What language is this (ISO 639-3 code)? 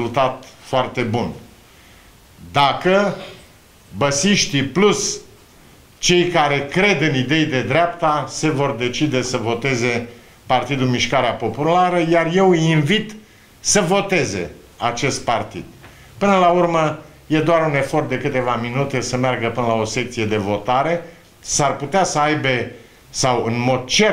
ron